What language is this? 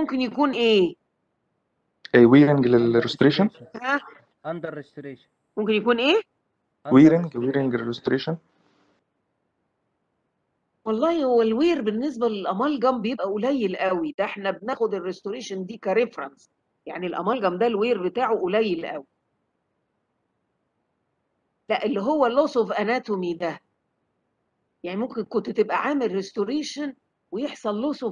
Egyptian Arabic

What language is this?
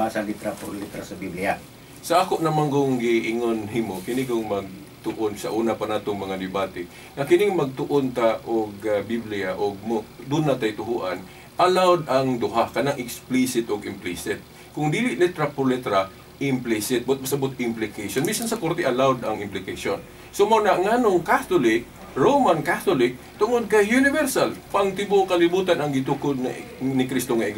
Cebuano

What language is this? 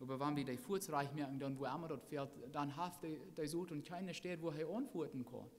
Plautdietsch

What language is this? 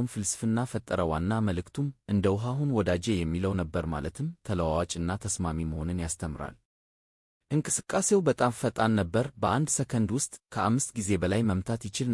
Amharic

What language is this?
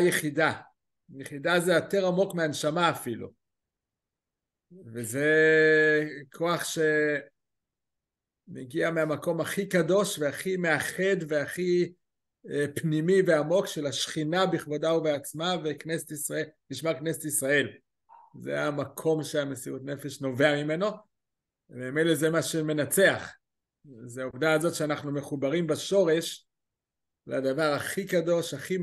Hebrew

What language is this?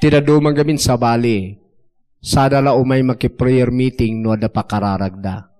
Iloko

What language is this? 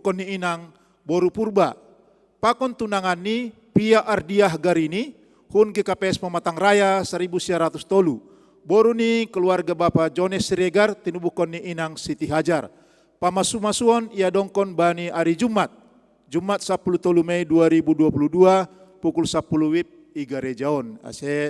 Batak Simalungun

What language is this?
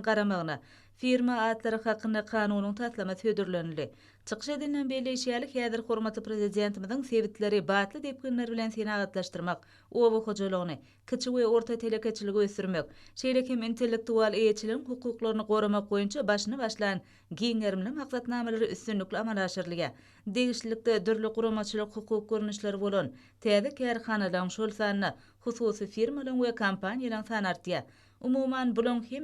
Turkmen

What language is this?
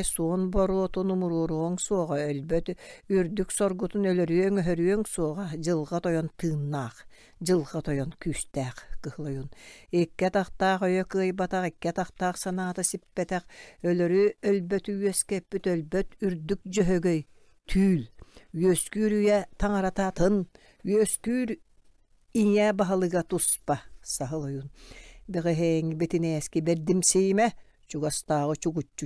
Yakut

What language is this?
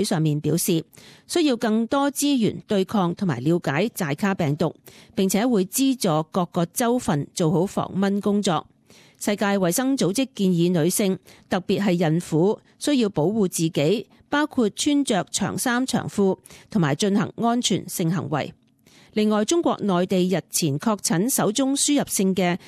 Cantonese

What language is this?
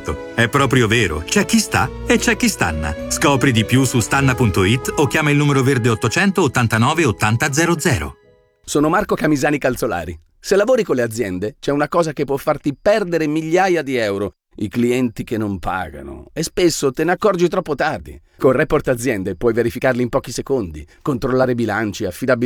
Italian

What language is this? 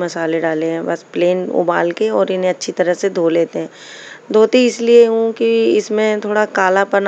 Hindi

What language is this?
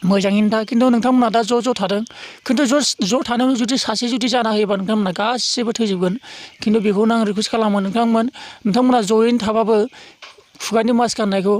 Bodo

